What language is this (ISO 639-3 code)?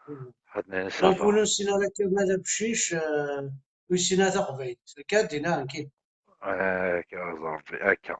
kab